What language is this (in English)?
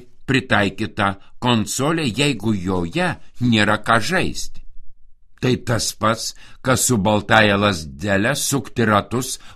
Lithuanian